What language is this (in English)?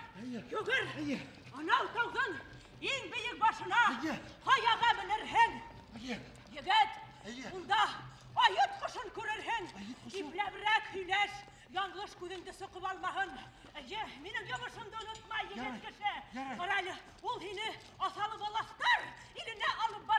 Bashkir